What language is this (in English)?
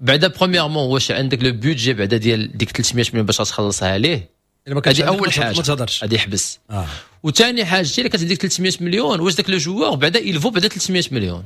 Moroccan Arabic